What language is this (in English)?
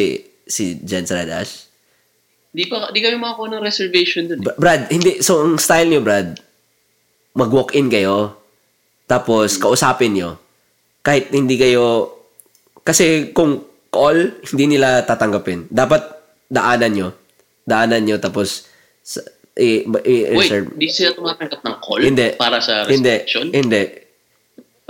Filipino